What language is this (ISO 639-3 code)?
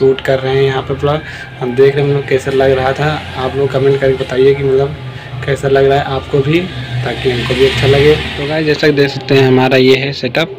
hin